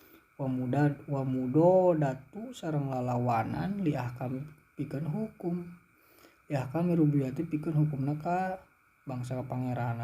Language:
Sundanese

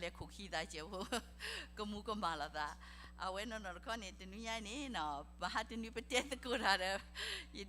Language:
S'gaw Karen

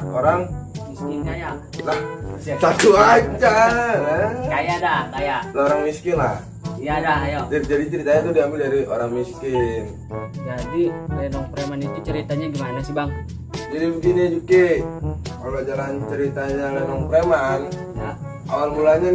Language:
Betawi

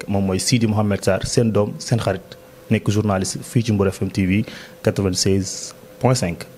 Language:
Wolof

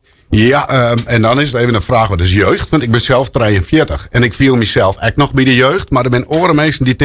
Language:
Western Frisian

